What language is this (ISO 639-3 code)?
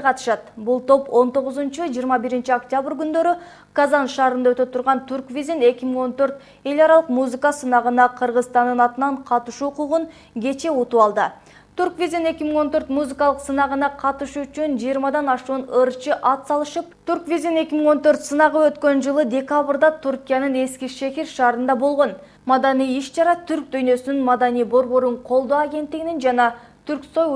kir